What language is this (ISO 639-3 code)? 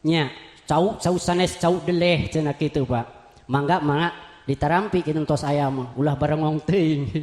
sun